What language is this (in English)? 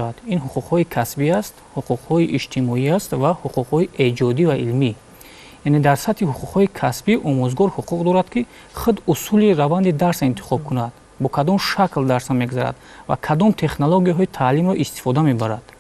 Tajik